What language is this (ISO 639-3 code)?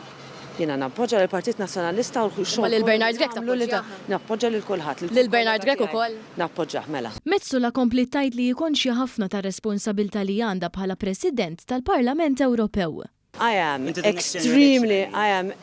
mlt